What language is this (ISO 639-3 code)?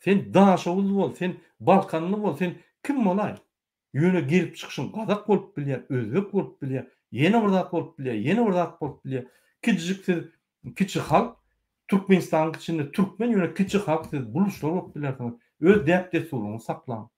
tuk